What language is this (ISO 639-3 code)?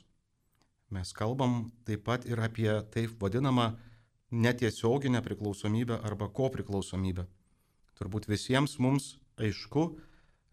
lit